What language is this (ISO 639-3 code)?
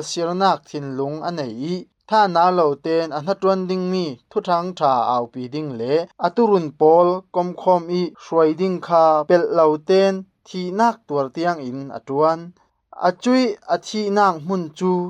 cfm